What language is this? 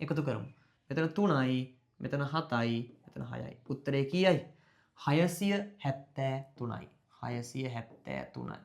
Sinhala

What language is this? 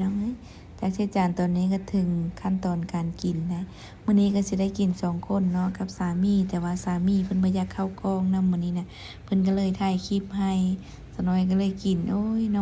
Lao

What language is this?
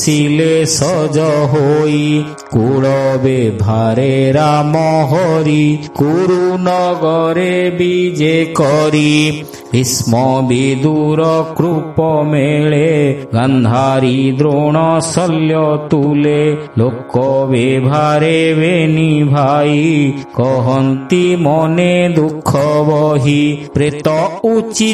Odia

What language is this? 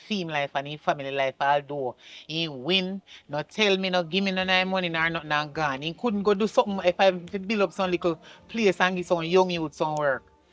Jamaican Creole English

